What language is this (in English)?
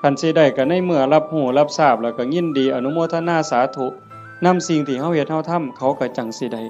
Northeastern Thai